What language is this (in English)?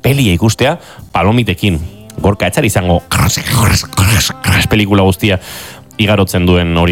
Basque